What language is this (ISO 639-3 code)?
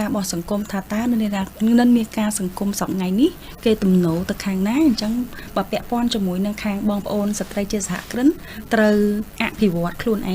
khm